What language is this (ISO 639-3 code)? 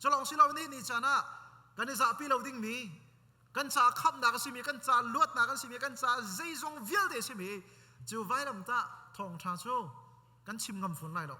cnh